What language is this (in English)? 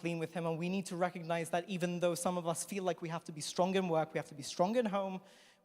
English